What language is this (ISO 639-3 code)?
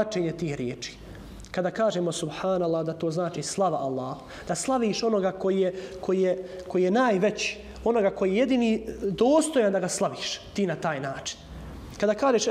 bos